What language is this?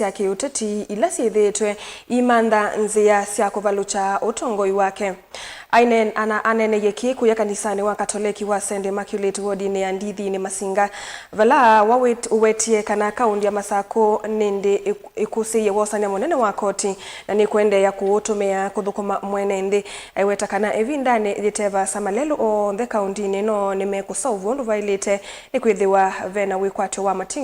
Kamba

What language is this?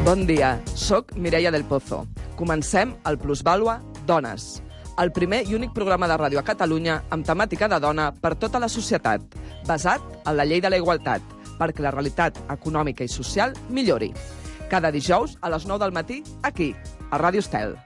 Catalan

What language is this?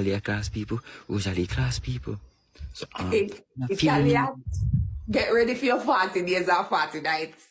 Jamaican Creole English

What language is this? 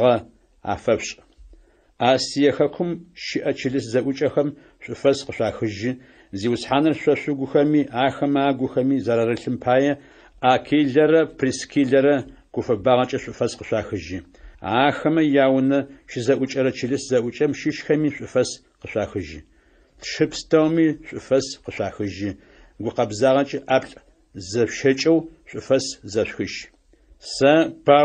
Adyghe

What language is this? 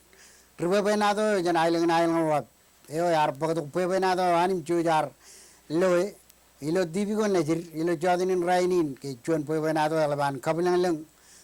Marshallese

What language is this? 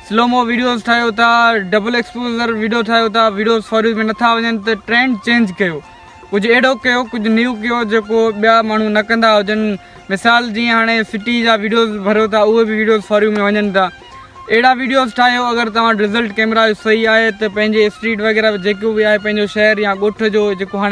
Sindhi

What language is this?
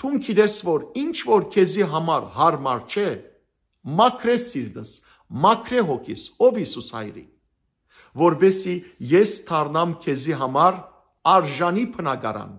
Western Armenian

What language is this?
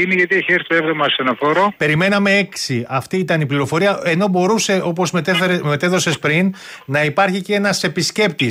Greek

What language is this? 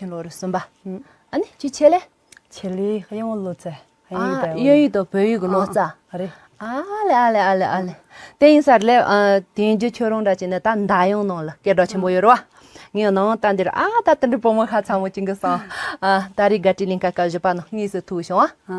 Tibetan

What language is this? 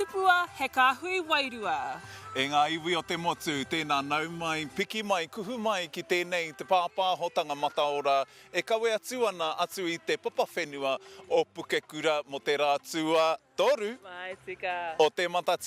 Māori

